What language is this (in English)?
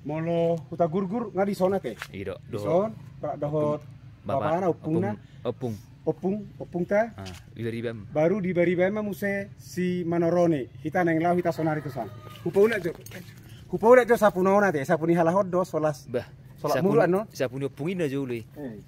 Batak Toba